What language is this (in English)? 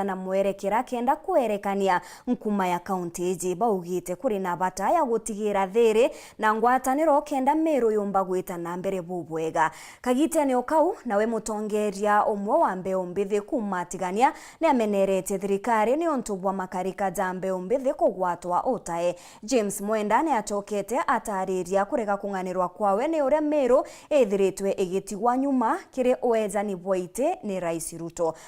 Meru